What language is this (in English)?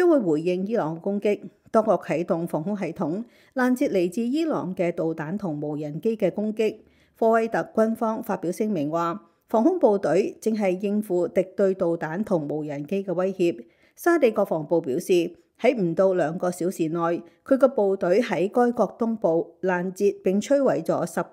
Cantonese